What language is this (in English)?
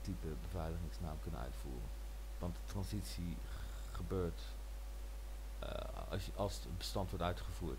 Dutch